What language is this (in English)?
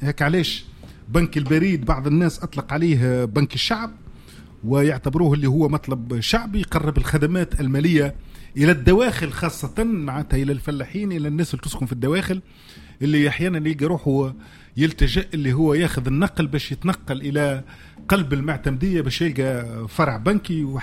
Tunisian Arabic